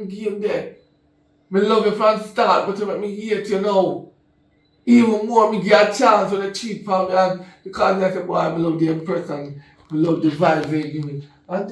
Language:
Jamaican Creole English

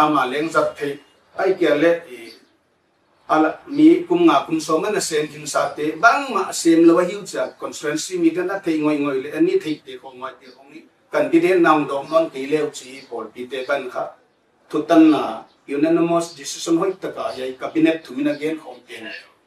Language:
Paite Chin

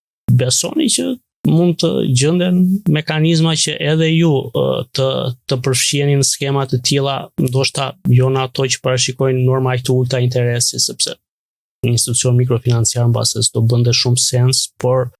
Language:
Albanian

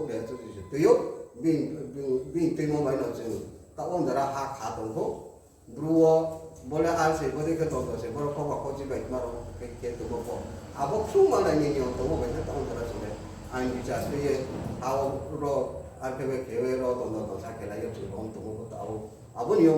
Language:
Riang (India)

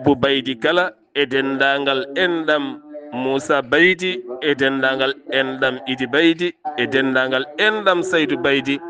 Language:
Fula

